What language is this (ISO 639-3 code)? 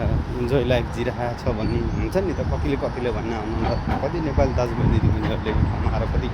nep